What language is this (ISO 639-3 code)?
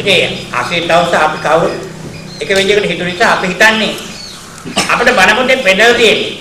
sin